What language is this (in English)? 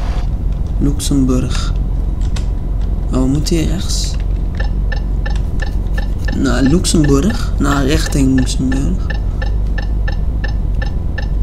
Dutch